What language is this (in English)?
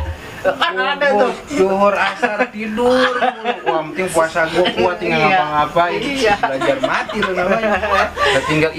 Betawi